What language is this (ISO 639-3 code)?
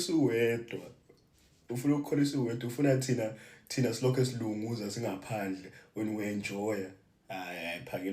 zul